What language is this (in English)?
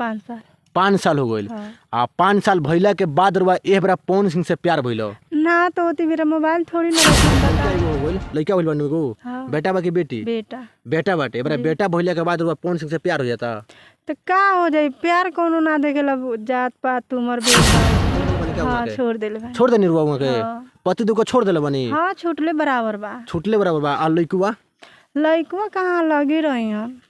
Bhojpuri